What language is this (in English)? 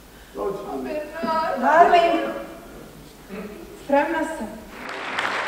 Serbian